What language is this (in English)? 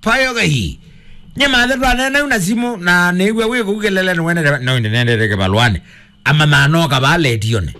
Kamba